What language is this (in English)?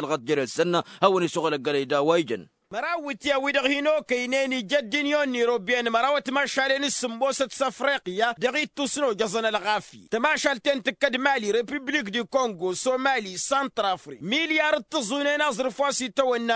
Tamasheq